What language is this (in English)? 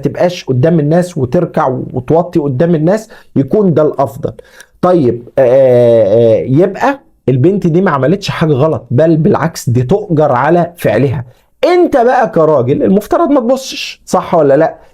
Egyptian Arabic